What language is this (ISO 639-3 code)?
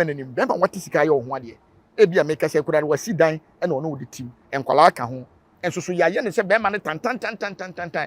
aka